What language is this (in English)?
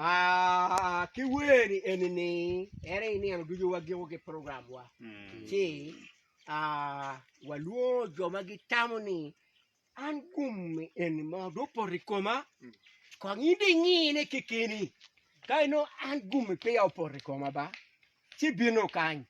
Acoli